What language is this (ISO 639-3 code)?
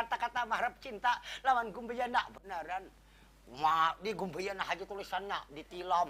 bjn